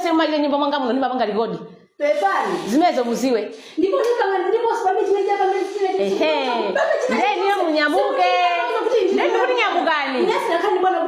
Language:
Nyanja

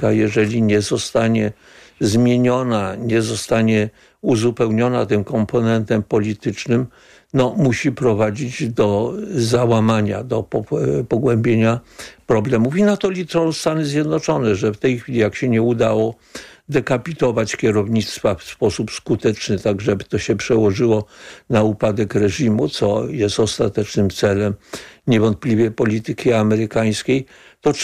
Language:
Polish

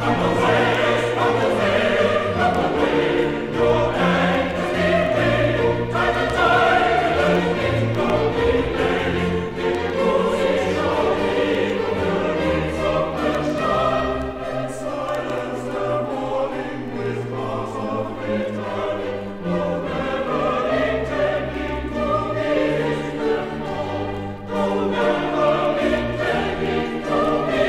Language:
English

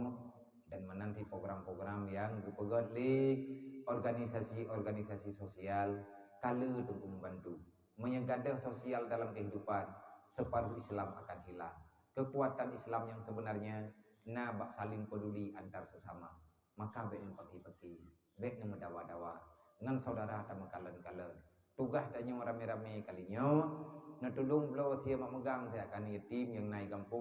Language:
Achinese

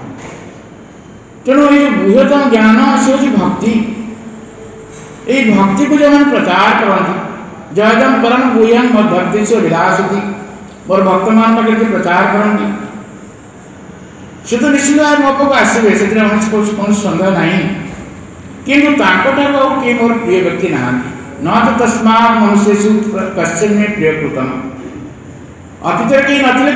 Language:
Odia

